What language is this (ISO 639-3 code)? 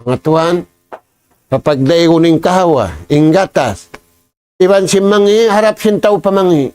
tsg